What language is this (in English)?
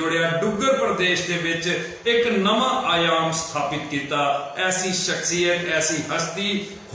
Dogri